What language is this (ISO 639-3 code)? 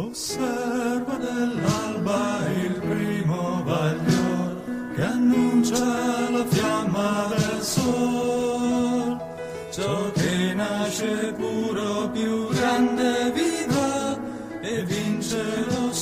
ita